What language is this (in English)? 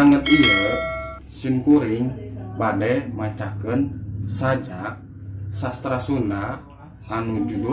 Sundanese